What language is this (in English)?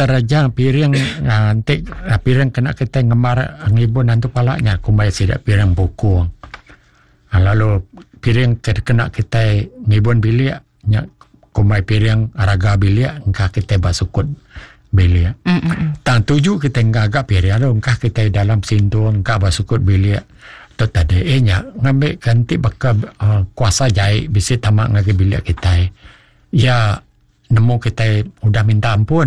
Iban